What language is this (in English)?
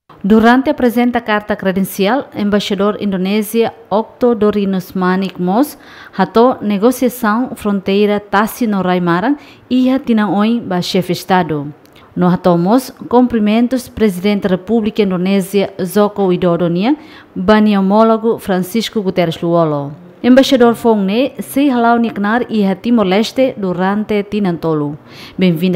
Tetum